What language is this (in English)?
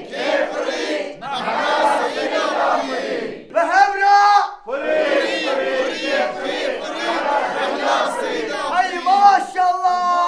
Kurdish